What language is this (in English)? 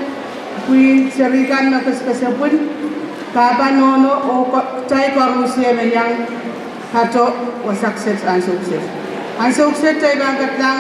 Pohnpeian